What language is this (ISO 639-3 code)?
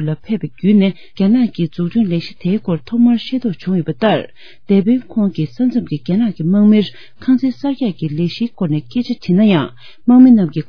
bod